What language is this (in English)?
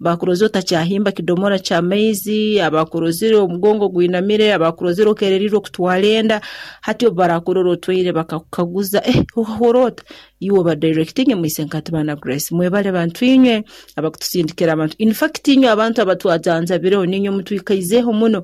Nyoro